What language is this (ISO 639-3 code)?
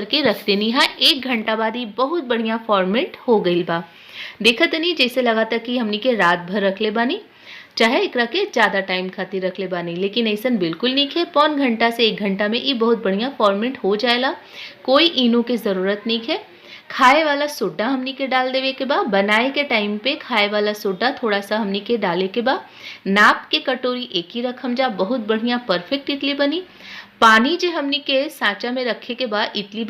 bho